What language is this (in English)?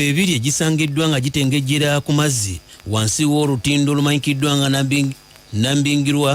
Ganda